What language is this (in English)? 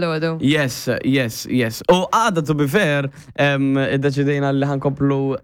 Maltese